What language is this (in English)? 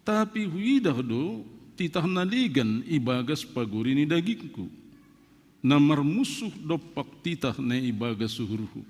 Batak Simalungun